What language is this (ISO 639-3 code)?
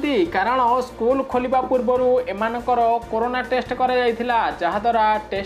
ori